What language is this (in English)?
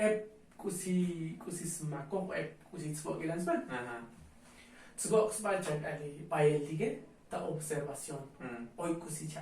Tzotzil